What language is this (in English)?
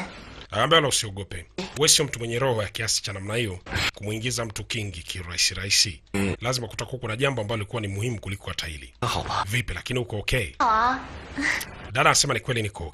Swahili